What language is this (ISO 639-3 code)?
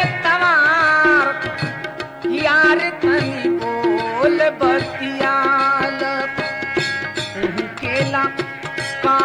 bho